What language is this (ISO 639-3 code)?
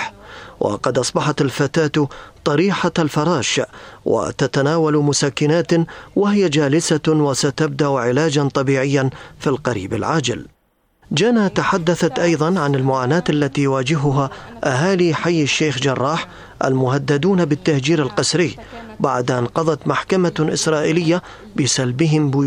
ara